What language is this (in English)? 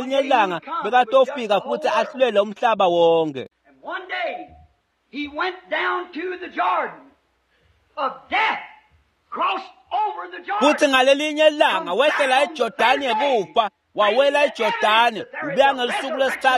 Swati